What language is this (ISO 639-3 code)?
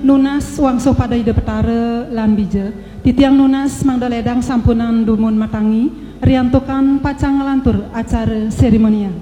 ban